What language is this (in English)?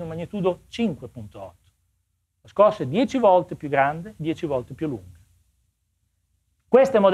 Italian